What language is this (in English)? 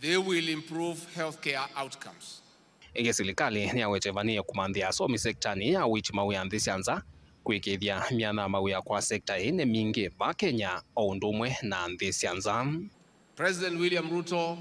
Kamba